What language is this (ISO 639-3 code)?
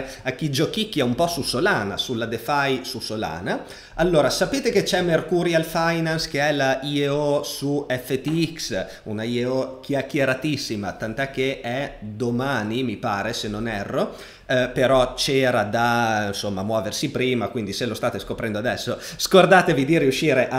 ita